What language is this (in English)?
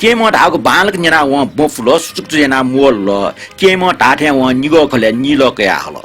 Newari